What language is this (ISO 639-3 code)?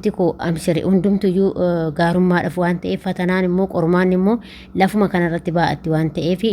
orm